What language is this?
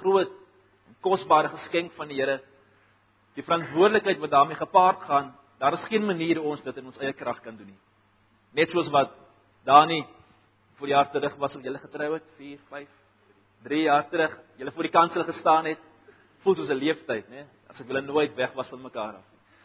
Afrikaans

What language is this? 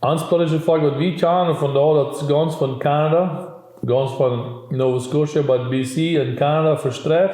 Plautdietsch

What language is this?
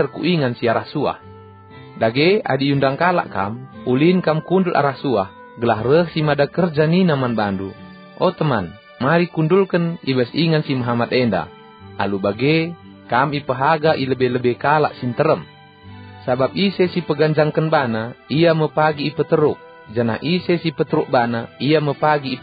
Batak Karo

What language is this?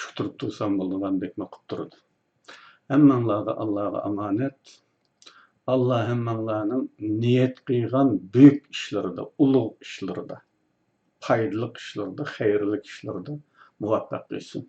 Uyghur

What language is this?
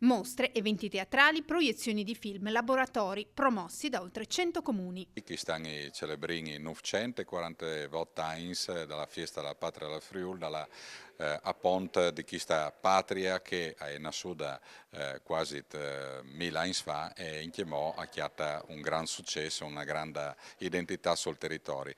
Friulian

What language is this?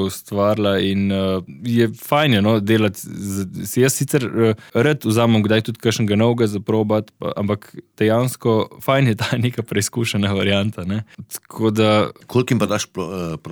Slovenian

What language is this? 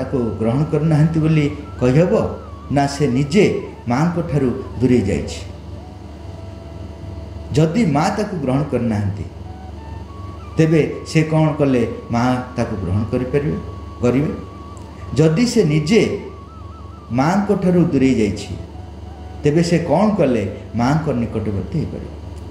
Odia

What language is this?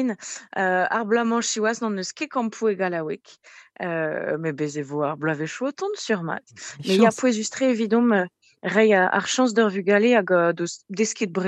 Breton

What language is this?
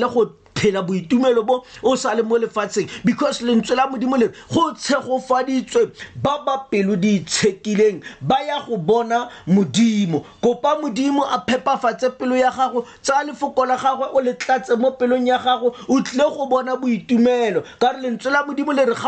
Tswana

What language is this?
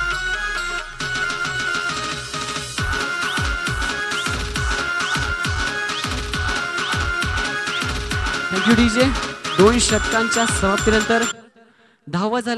Marathi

